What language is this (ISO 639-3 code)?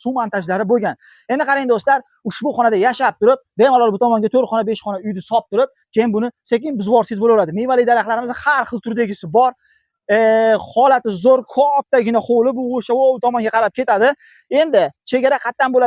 uzb